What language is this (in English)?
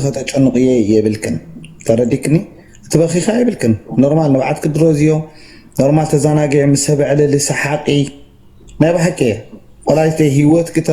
Tigrinya